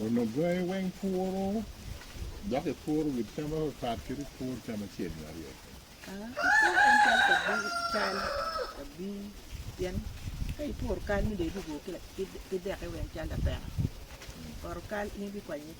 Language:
Acoli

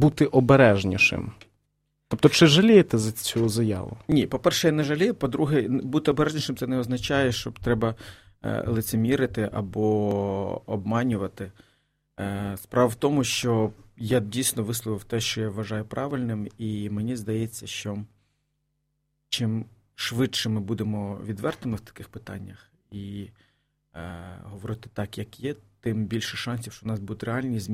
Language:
Ukrainian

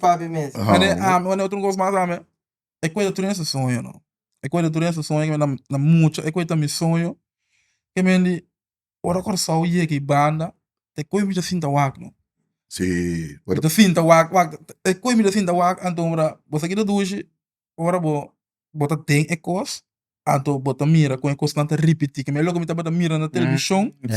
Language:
Papiamento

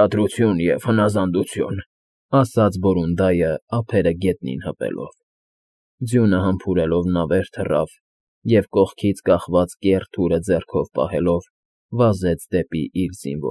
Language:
Armenian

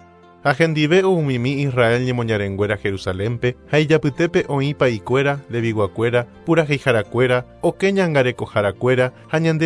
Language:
Guarani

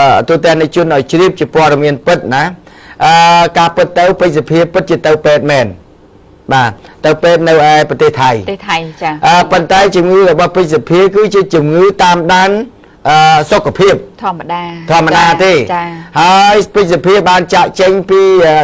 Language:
Khmer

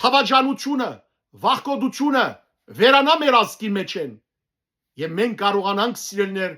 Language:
Western Armenian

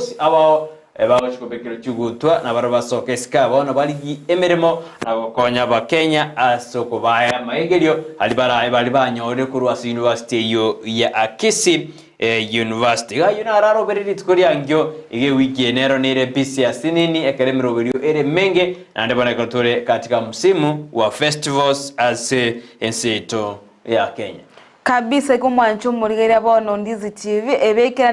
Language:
Gusii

